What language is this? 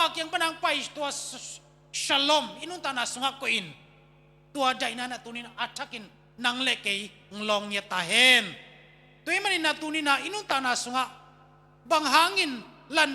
Tedim Chin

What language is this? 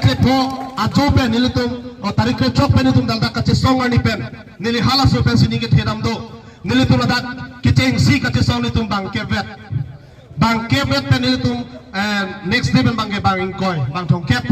Karbi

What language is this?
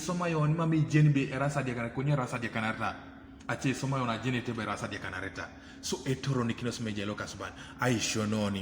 Teso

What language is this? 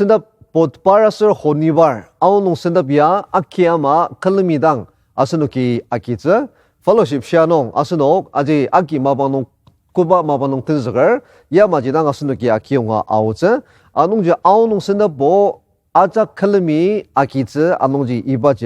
Ao Naga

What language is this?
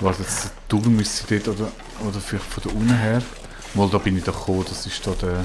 Swiss German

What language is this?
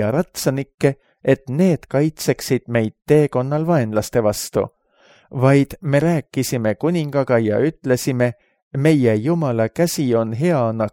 Estonian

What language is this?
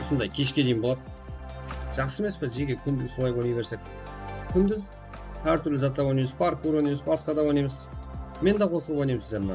Kara-Kalpak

